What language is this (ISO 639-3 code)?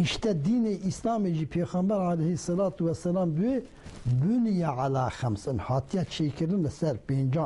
kur